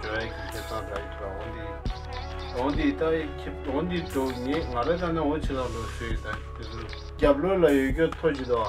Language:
Tibetan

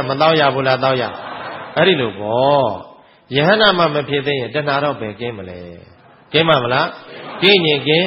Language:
Burmese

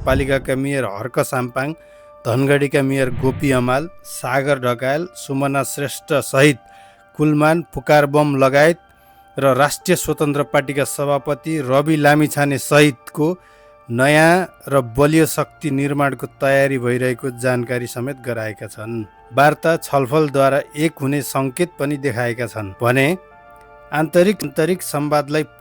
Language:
Nepali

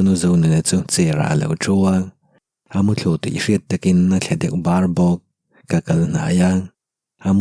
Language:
Mizo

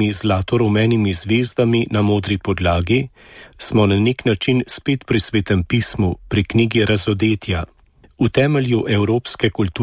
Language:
Slovenian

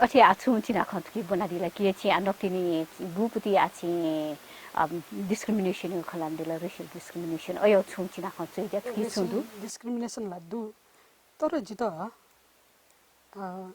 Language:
Newari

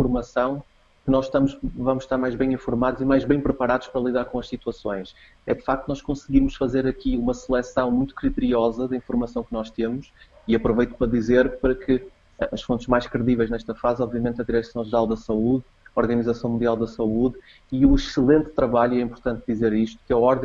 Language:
Portuguese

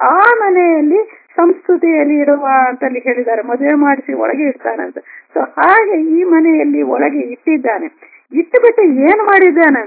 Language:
Kannada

